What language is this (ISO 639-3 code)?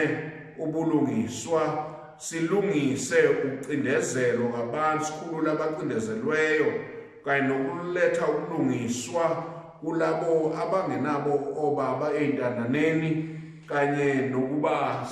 zul